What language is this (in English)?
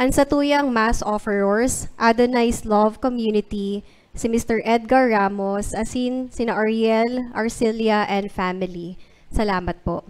Bikol